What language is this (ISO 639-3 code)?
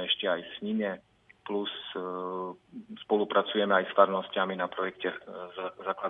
slk